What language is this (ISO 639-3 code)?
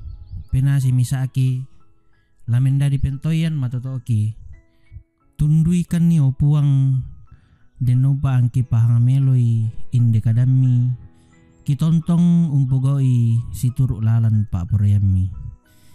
sda